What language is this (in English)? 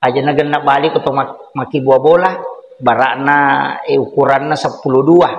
Buginese